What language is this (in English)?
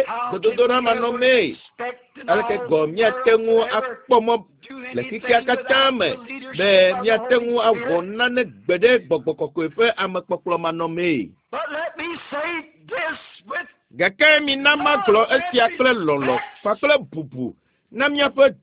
Ewe